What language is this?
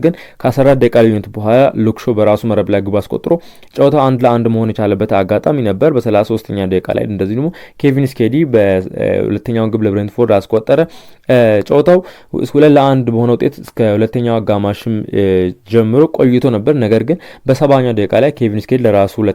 Amharic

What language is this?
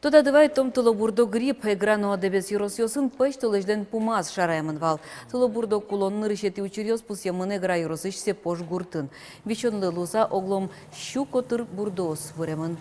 Udmurt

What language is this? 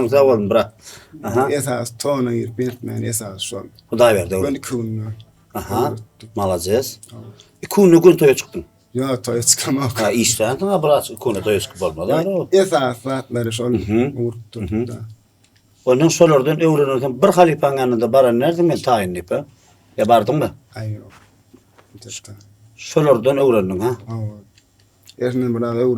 Turkmen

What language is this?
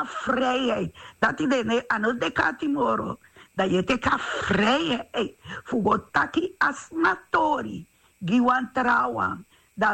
Sranan Tongo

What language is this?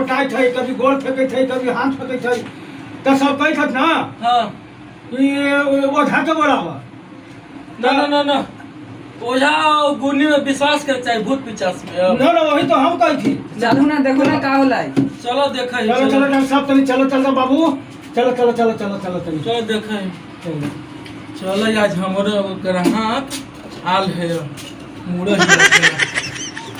Magahi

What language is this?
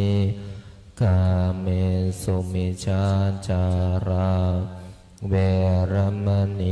Pali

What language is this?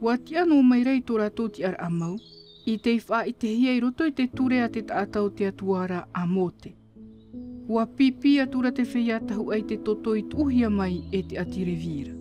Tahitian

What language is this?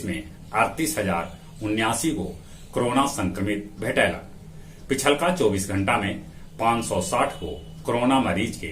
Magahi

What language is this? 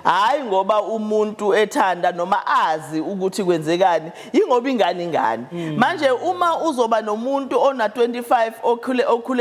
Zulu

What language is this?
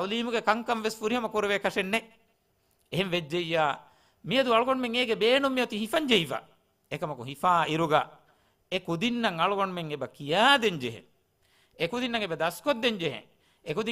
Divehi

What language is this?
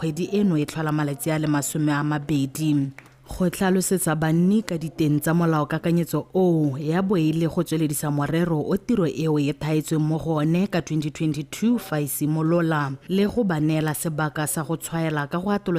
Tswana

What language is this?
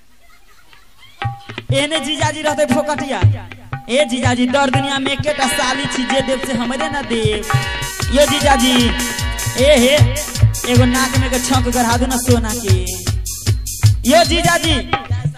Maithili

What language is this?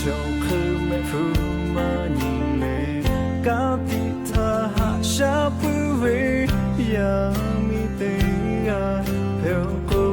Lahu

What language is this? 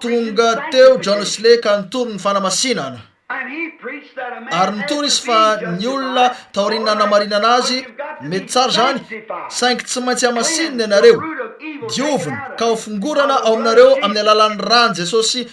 Malagasy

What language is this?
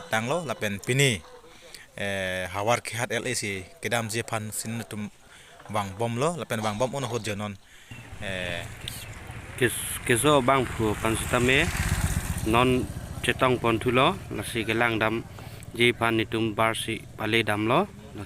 Karbi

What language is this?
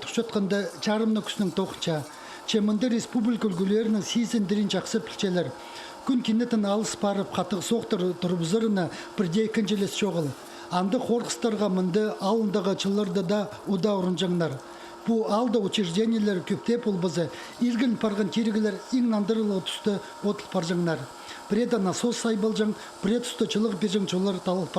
Khakas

